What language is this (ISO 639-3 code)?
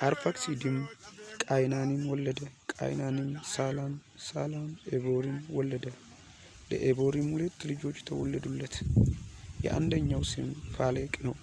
amh